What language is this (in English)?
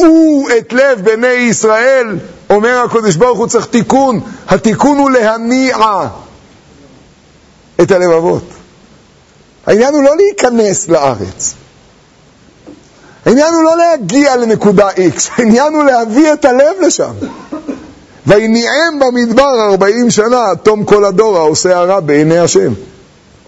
Hebrew